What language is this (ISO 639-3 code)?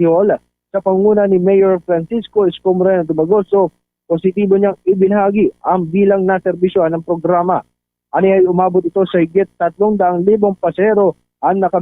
hil